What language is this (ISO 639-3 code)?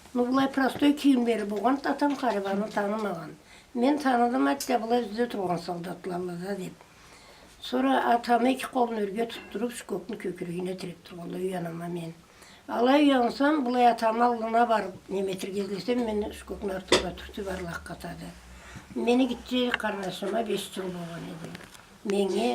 krc